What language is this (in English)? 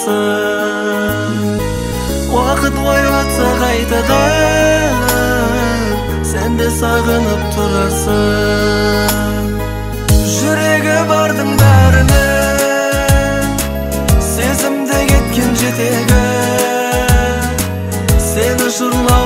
Kazakh